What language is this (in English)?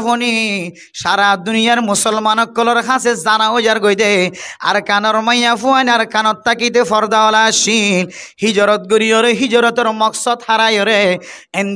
Rohingya